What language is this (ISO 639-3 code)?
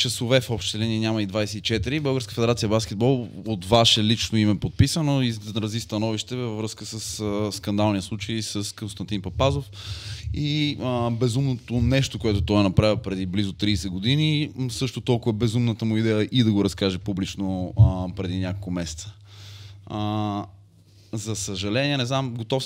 bul